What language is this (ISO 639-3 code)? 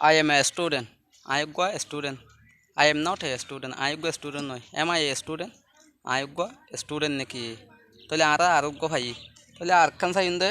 rhg